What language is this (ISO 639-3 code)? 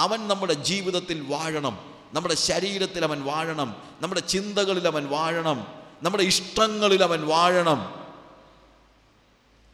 mal